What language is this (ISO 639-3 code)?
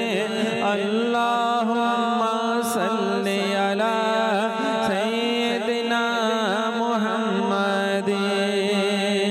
ben